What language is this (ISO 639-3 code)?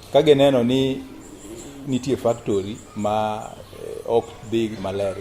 luo